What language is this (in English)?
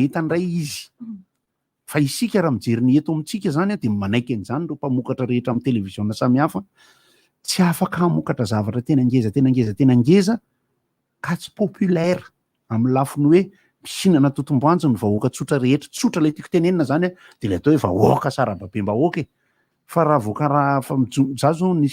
Malagasy